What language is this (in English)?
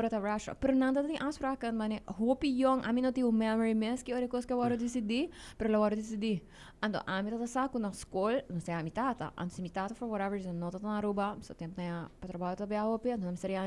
Papiamento